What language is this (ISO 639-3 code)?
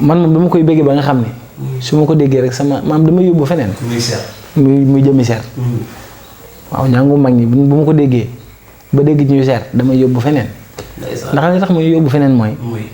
wol